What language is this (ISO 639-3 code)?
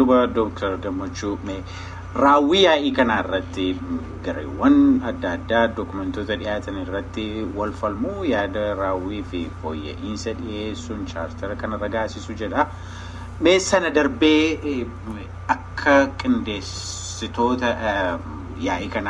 orm